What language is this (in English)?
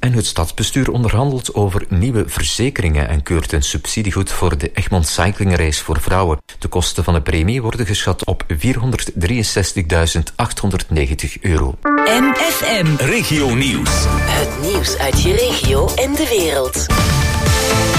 Dutch